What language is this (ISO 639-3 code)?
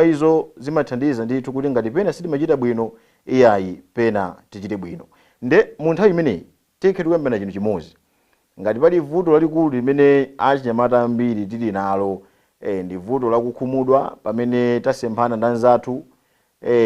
nya